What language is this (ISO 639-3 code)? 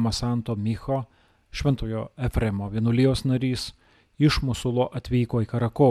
lit